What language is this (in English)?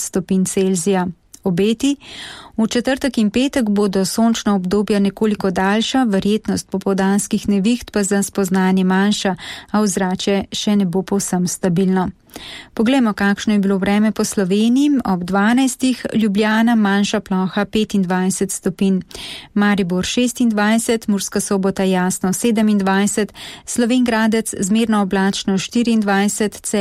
Slovenian